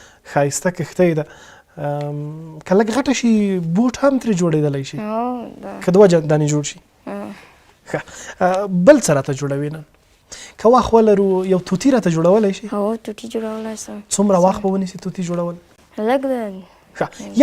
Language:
Pashto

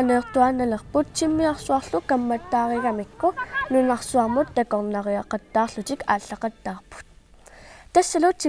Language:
Kalaallisut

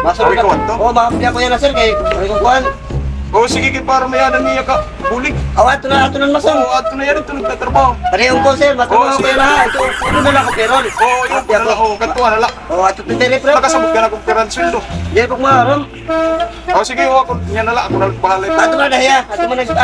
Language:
Waray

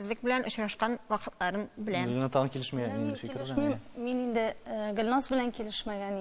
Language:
Tatar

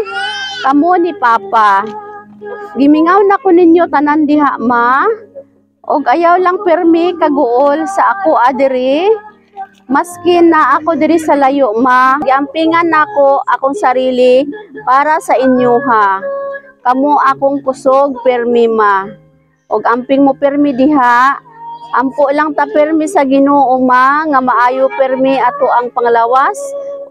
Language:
Cebuano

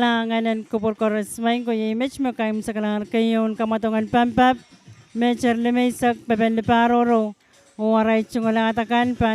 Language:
Pohnpeian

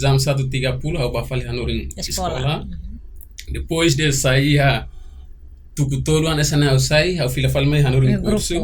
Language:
Tetum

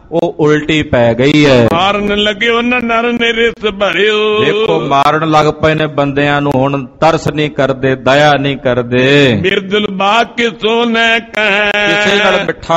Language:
Punjabi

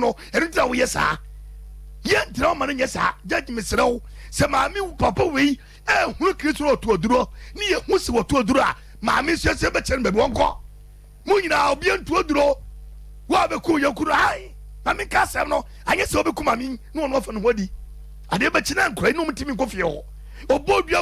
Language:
Akan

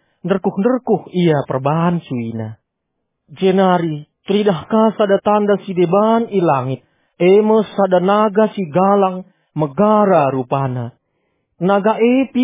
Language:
Batak Karo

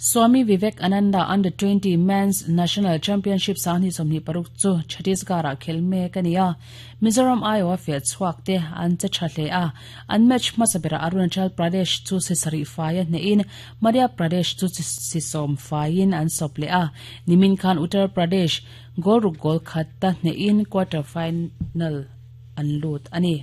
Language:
Mizo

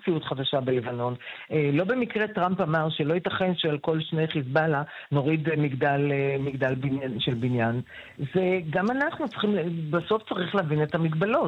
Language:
Hebrew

